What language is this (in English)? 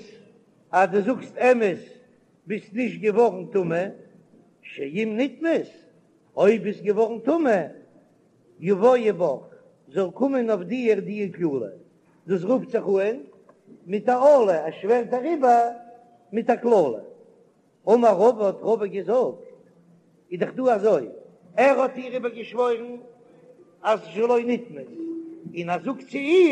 Yiddish